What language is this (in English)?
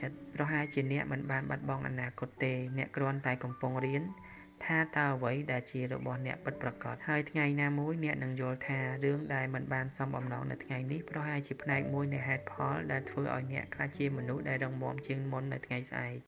Khmer